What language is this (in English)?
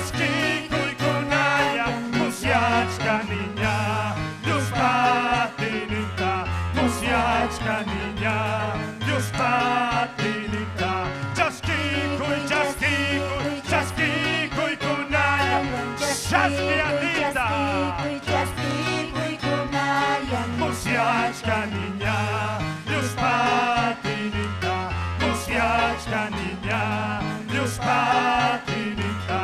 Ayacucho Quechua